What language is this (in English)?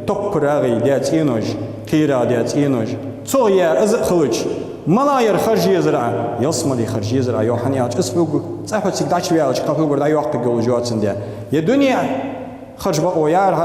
Ingush